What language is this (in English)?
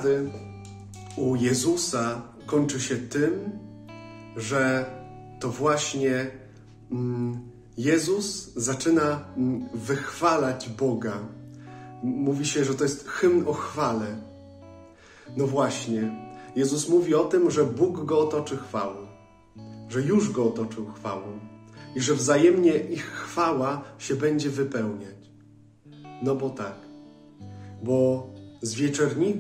Polish